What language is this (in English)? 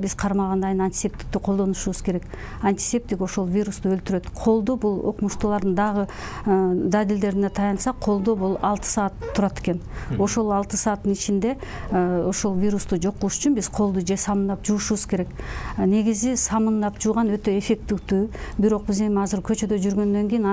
Kyrgyz